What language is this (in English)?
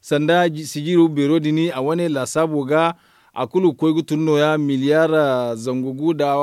Zarma